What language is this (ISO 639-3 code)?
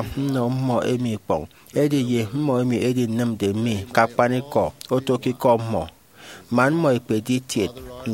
efi